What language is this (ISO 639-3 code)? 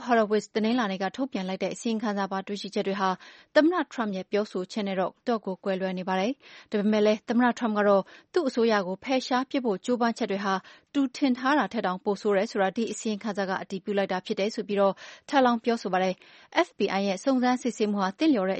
mya